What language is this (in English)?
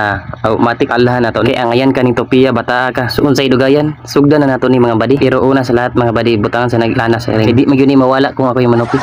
Cebuano